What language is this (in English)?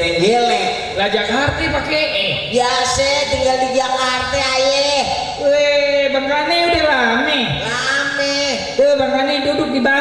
Betawi